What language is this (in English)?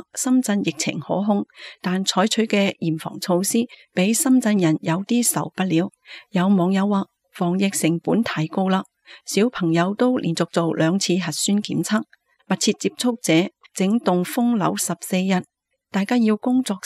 Cantonese